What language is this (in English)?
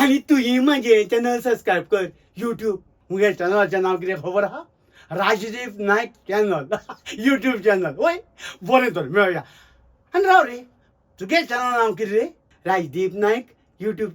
Konkani